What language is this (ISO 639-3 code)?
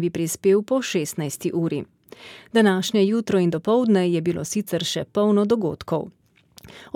slv